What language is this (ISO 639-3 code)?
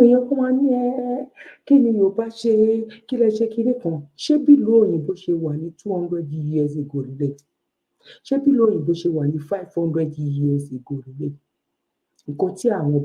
yor